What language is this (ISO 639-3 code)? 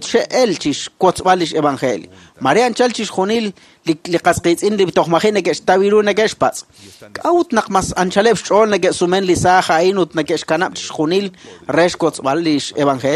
kek